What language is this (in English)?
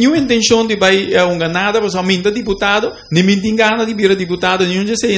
Papiamento